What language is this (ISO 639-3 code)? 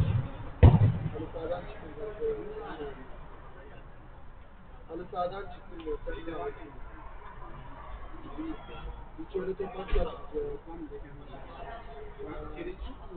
tur